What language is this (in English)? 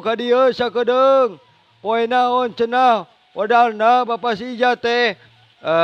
Sundanese